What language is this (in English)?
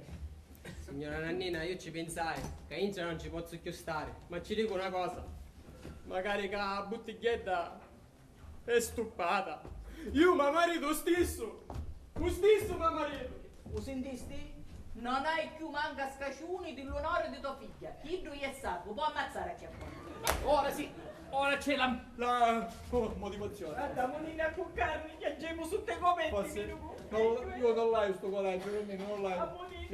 Sicilian